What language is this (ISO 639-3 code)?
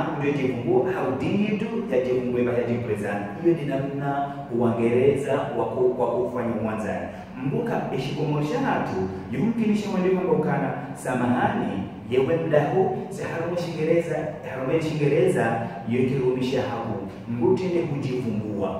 zdj